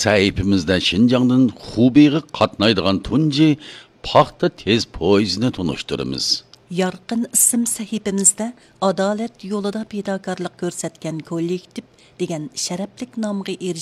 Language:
Uyghur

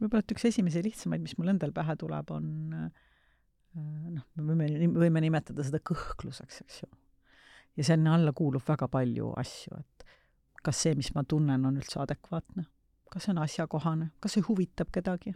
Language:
Estonian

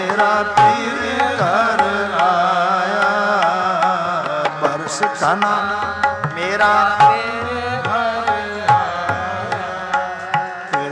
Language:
Punjabi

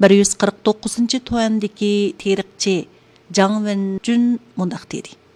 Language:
Uyghur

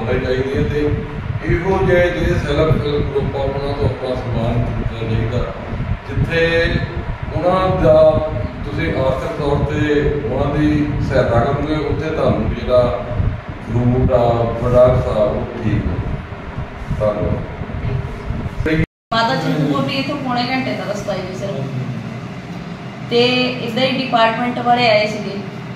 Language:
Punjabi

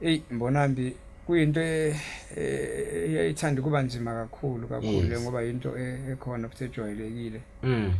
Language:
Zulu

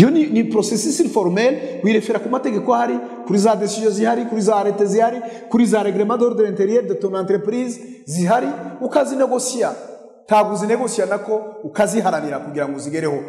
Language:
Kinyarwanda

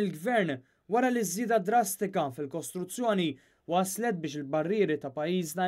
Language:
Maltese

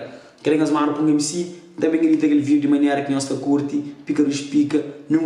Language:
Kabuverdianu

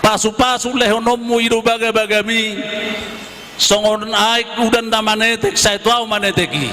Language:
Batak Toba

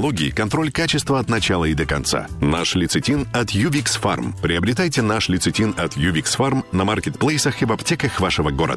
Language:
Russian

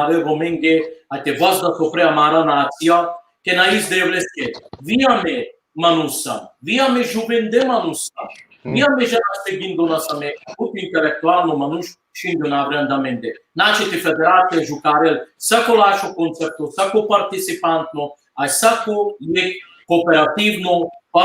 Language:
Balkan Romani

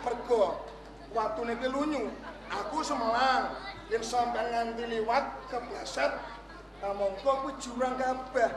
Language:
Javanese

